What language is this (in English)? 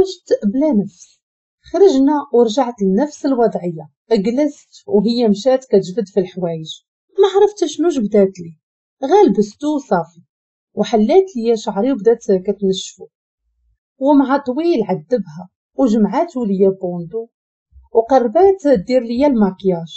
Moroccan Arabic